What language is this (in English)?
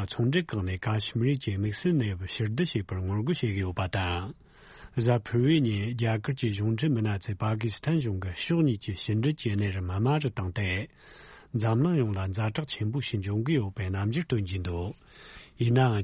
Tibetan